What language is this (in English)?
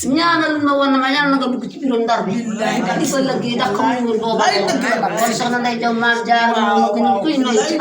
Wolof